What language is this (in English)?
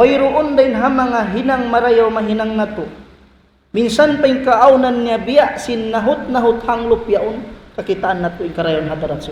Tausug